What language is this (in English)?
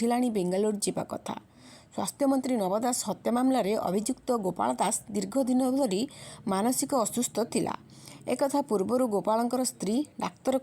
Odia